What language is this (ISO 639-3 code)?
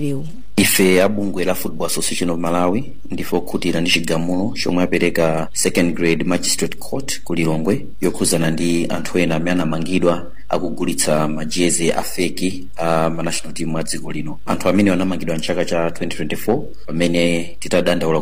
nya